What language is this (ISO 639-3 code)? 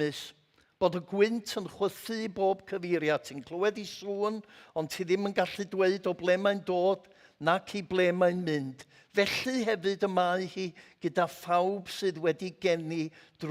cym